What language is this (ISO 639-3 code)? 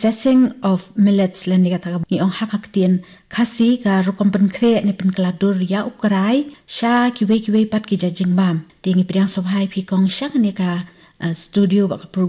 kha